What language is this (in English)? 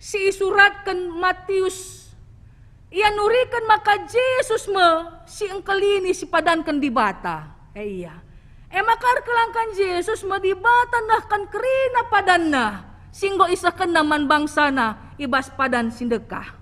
Batak Karo